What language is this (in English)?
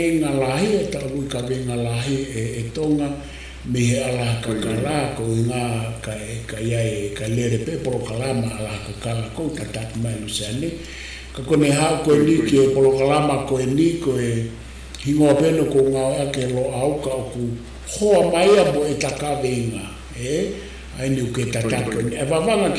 Tongan